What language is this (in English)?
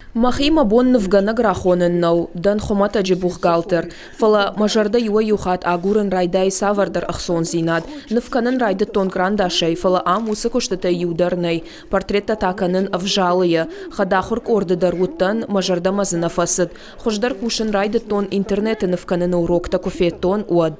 Ossetic